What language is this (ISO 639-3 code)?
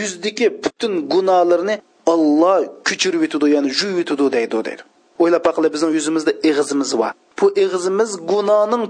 uig